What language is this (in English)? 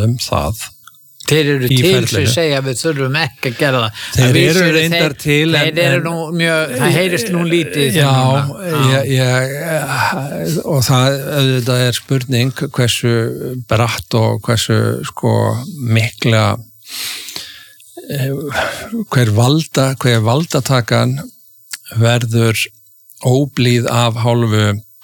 Icelandic